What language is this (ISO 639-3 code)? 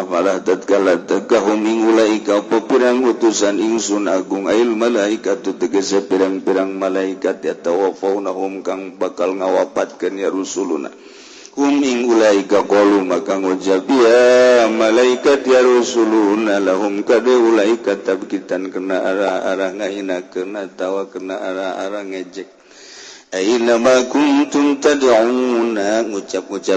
sun